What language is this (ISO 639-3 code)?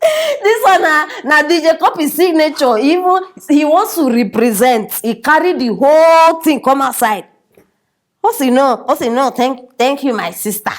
pcm